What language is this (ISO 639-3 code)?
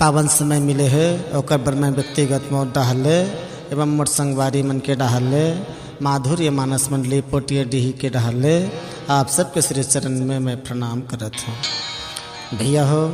hne